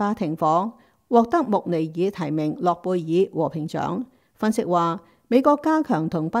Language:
Cantonese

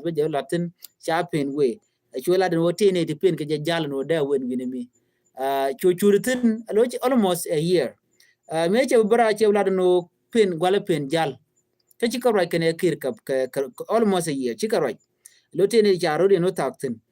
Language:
Nuer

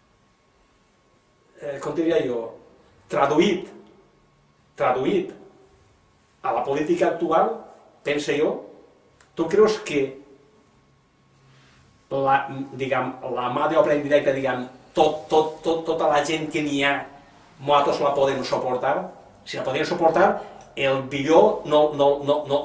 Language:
Catalan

